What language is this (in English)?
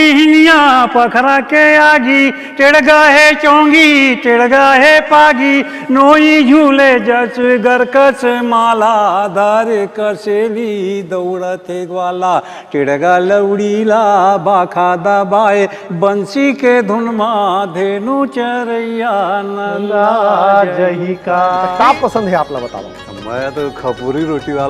Chhattisgarhi